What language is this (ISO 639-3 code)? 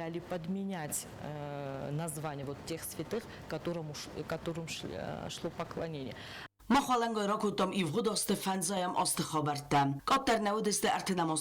oss